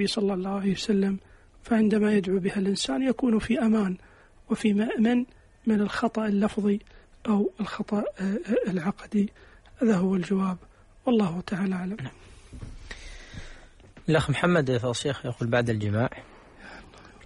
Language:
Arabic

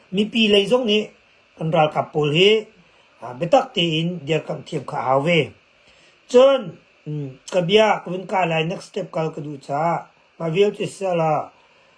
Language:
Hakha Chin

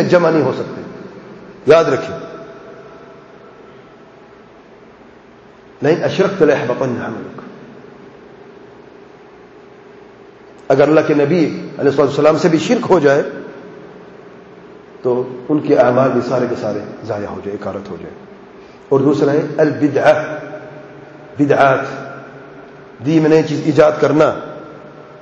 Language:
Urdu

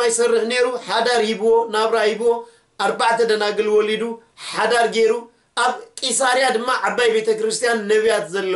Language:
Tigrinya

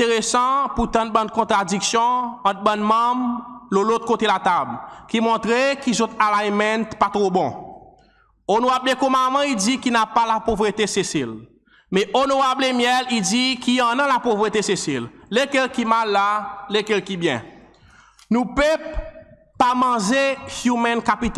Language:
Seselwa Creole French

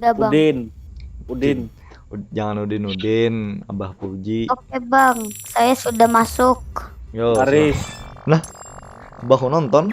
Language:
Banjar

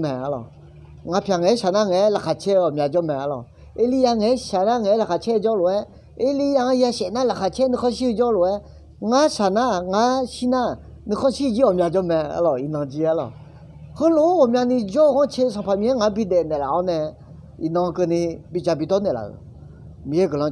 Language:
Akha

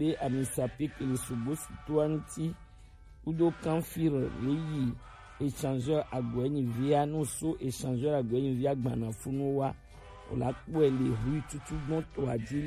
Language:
Gen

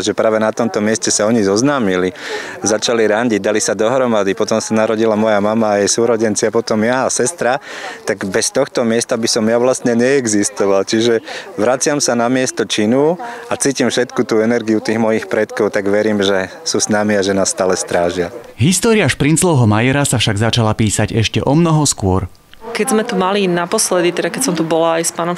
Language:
Slovak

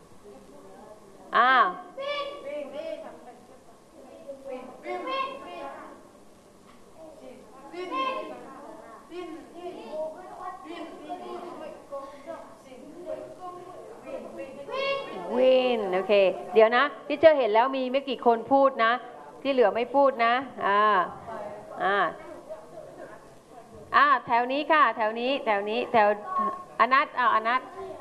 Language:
Thai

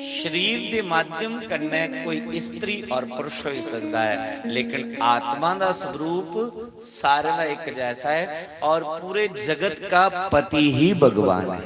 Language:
Dogri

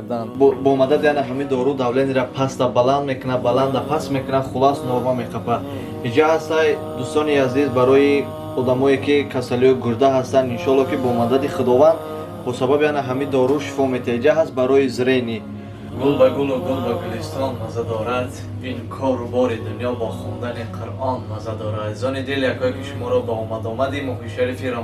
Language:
Tajik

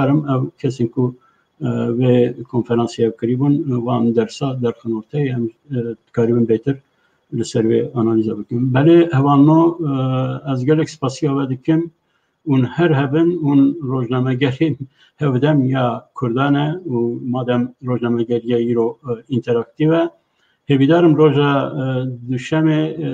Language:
Kurdish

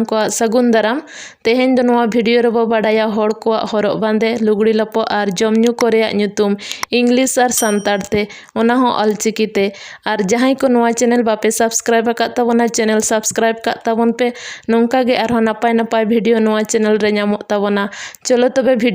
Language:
Santali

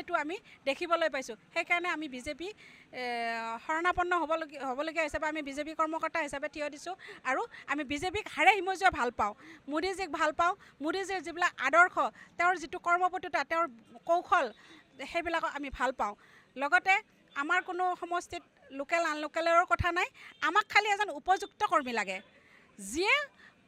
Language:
Assamese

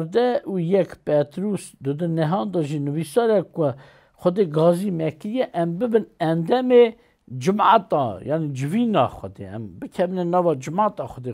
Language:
Kurdish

